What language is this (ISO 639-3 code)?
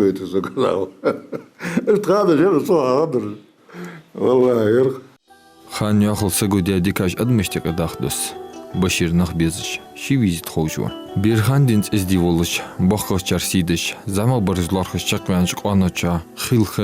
inh